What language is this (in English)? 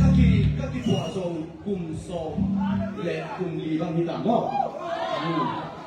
Tedim Chin